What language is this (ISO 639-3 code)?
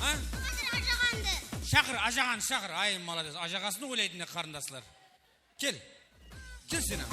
kaa